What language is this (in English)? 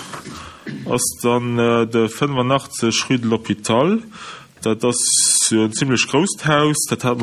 Luxembourgish